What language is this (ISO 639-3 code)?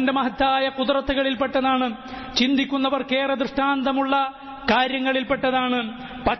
mal